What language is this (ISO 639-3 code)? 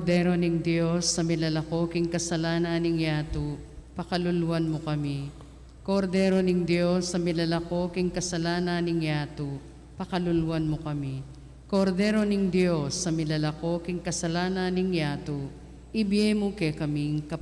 pam